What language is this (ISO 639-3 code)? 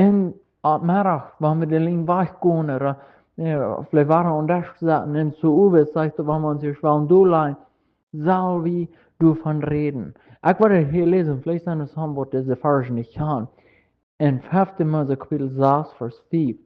pdt